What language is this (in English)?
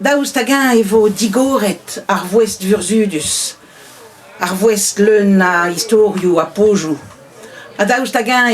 Breton